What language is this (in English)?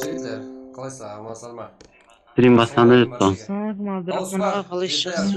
Kara-Kalpak